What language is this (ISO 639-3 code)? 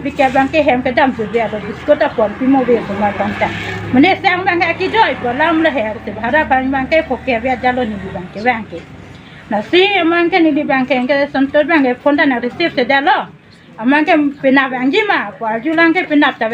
mjw